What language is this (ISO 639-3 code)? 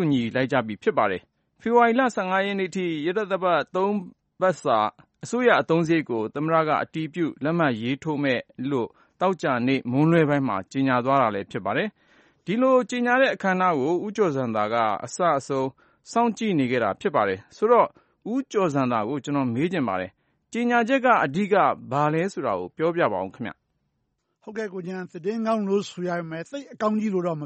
mya